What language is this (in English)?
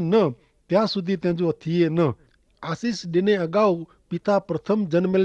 Kachhi